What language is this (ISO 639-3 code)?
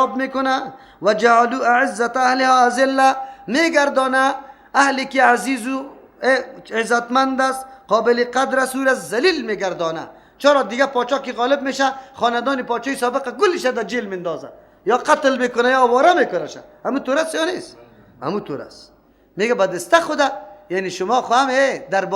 fas